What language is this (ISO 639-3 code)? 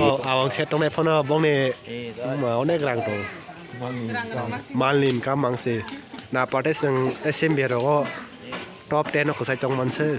trp